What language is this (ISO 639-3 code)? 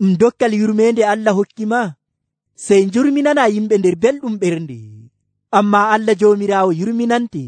fuv